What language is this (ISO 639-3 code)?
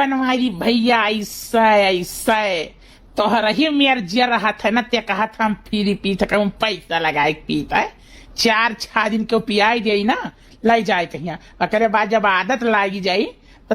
awa